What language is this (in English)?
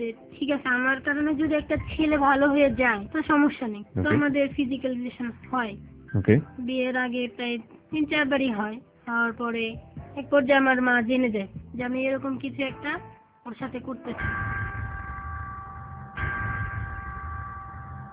Bangla